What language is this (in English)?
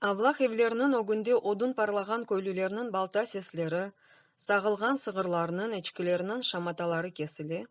Crimean Tatar